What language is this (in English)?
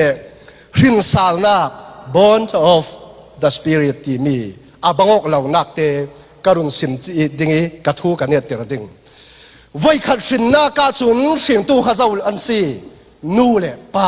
Falam Chin